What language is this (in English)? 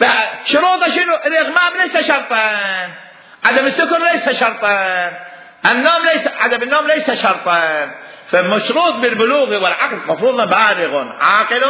Mesopotamian Arabic